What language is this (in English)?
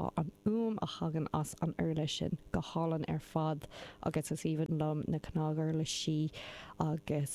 Irish